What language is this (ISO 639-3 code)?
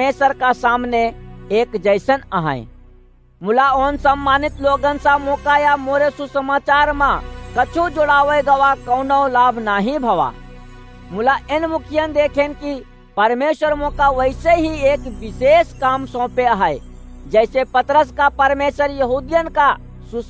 awa